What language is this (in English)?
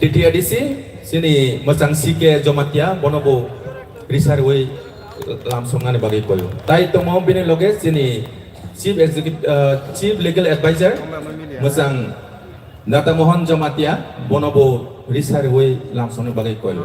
Kok Borok